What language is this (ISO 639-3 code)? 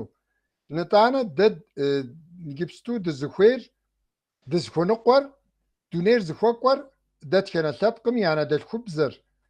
kbd